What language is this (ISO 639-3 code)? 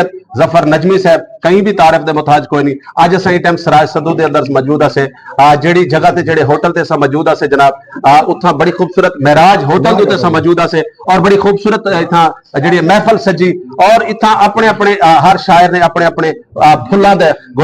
skr